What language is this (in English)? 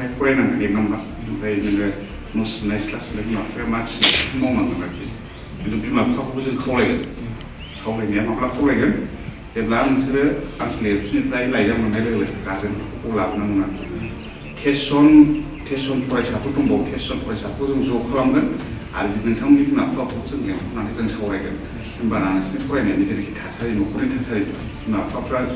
Bodo